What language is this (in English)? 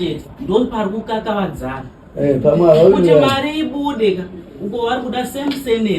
Shona